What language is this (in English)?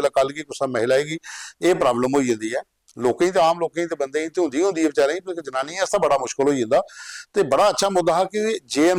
Dogri